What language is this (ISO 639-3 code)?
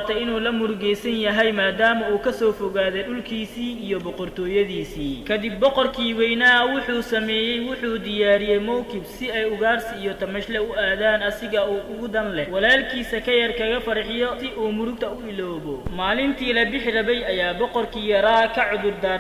som